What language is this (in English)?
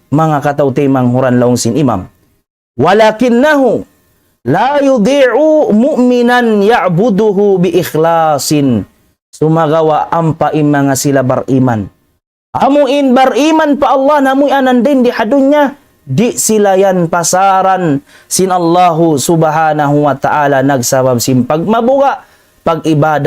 Tausug